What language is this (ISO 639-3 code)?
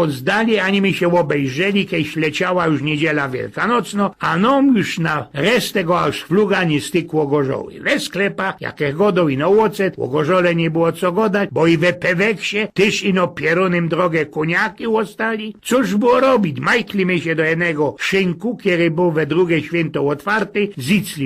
szl